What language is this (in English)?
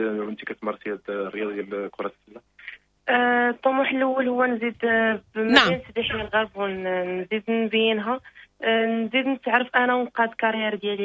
Moroccan Arabic